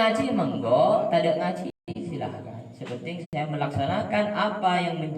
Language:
Madurese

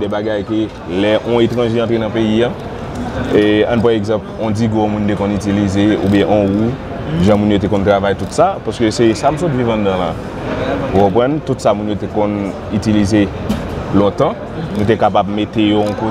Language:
Haitian Creole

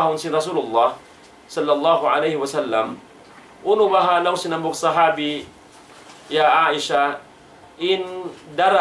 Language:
Tausug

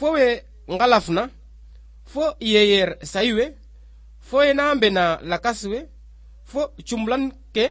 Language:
Serer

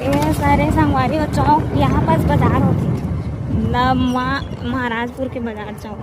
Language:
Chhattisgarhi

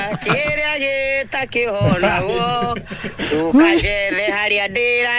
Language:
Kikuyu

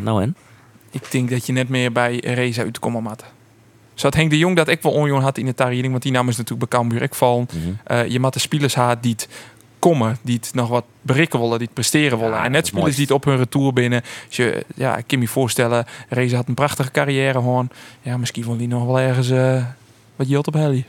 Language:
Western Frisian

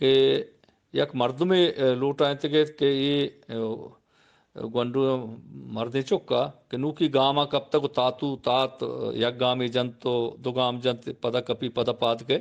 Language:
Eastern Balochi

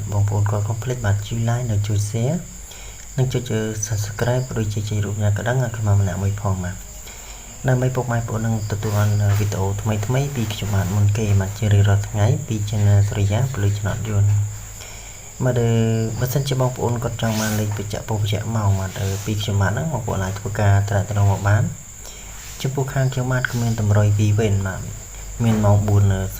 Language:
Khmer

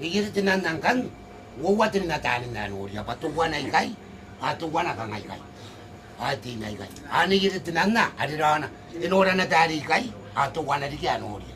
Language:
Gilbertese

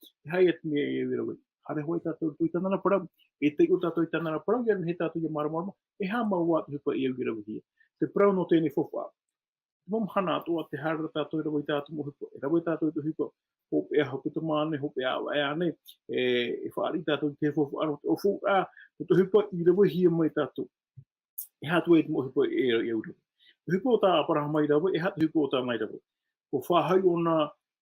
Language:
Tahitian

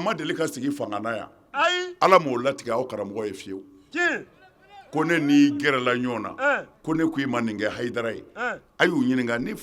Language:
Bambara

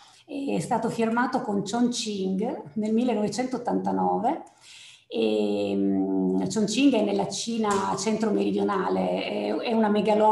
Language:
Italian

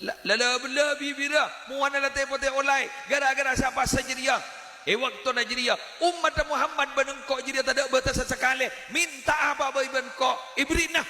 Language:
Madurese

